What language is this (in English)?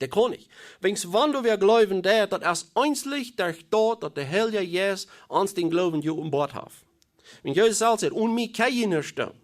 Plautdietsch